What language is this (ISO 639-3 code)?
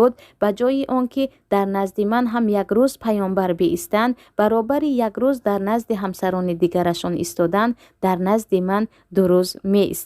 tgk